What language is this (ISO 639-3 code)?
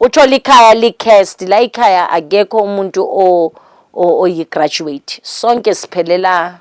zul